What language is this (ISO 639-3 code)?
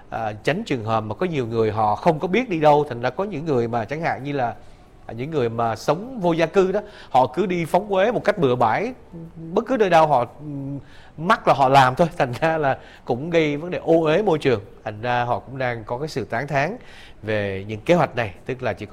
vie